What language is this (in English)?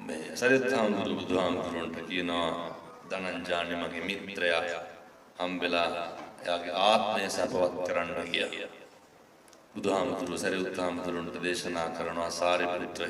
Sinhala